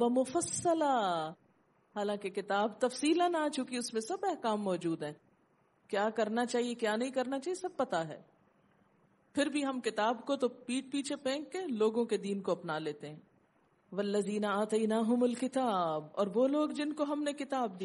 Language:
Urdu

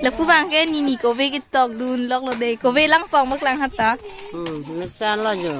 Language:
Karbi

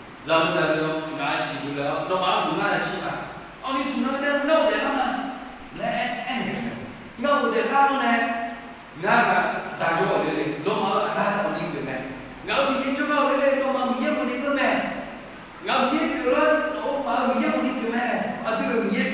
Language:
Akha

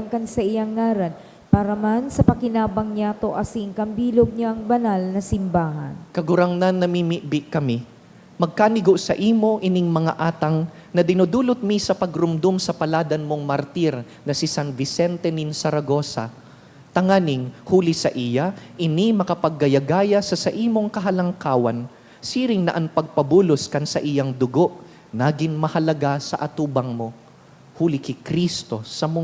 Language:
Bikol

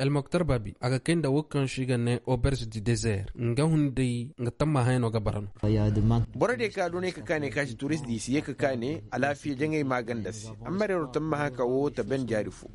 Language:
Koyraboro Senni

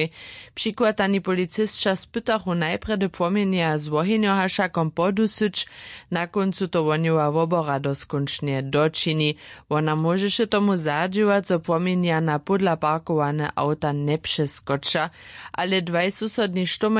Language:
Upper Sorbian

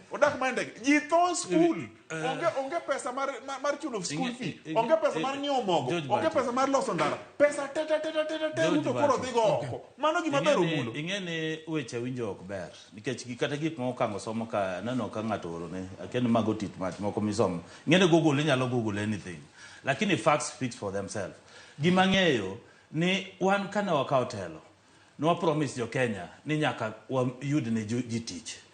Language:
Luo (Kenya and Tanzania)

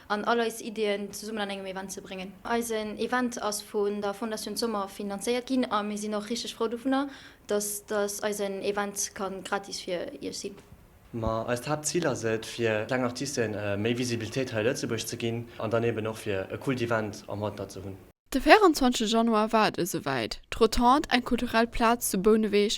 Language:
Luxembourgish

